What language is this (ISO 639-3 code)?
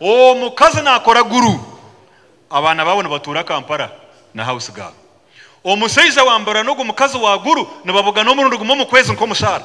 nyn